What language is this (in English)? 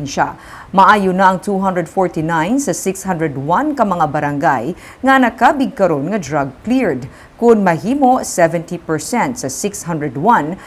Hiligaynon